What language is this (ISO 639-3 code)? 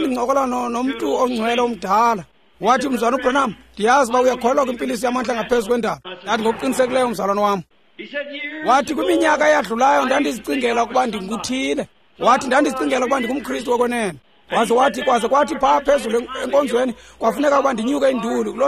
xho